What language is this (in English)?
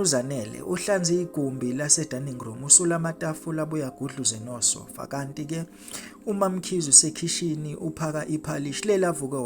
Zulu